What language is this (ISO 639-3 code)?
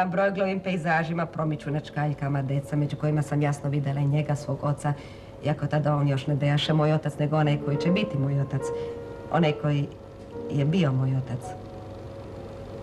srp